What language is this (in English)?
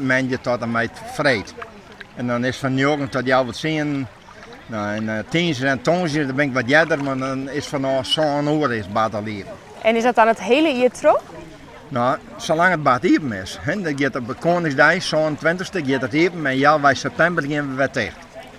Western Frisian